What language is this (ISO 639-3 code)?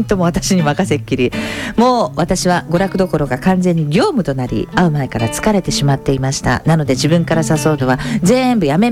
jpn